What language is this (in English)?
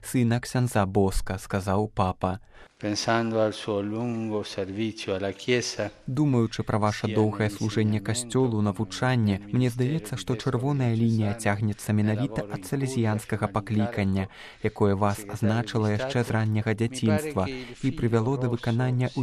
Belarusian